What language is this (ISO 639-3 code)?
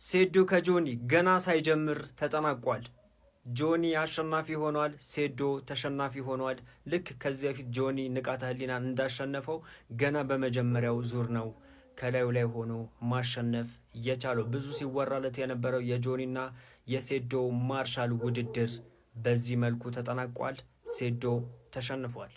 amh